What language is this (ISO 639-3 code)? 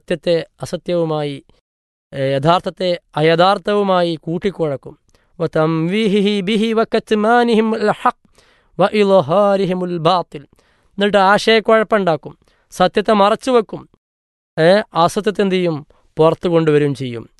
mal